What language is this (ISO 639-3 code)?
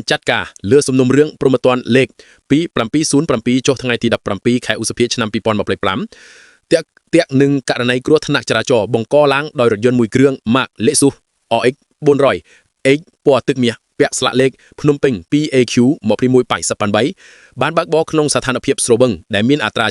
khm